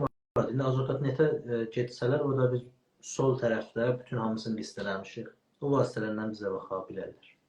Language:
South Azerbaijani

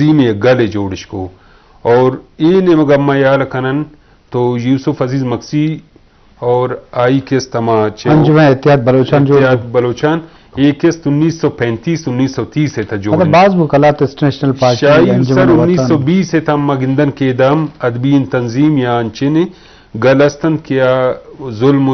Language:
Eastern Balochi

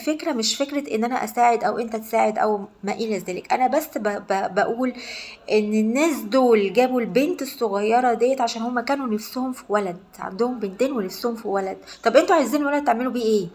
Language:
Egyptian Arabic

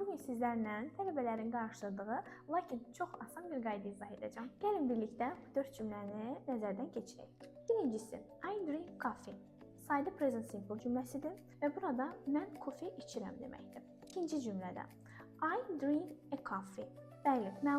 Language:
Azerbaijani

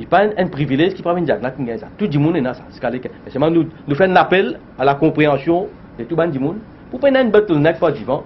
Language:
Morisyen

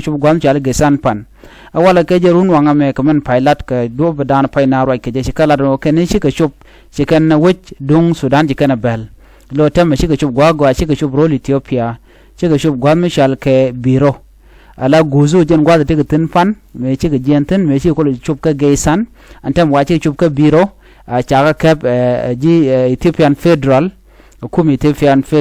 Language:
Nuer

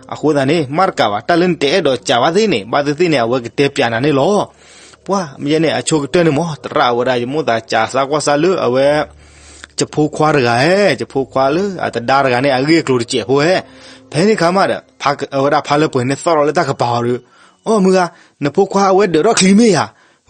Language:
S'gaw Karen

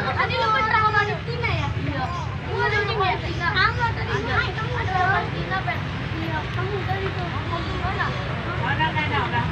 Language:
Betawi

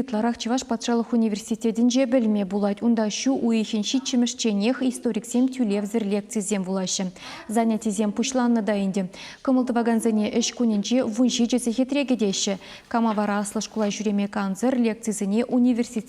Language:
Chuvash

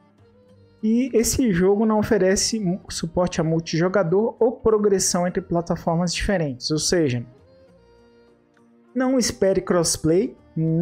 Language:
Portuguese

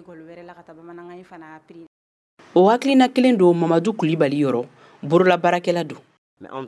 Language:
Bambara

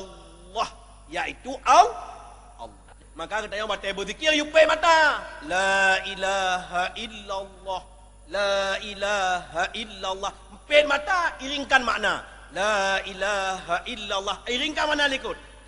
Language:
Achinese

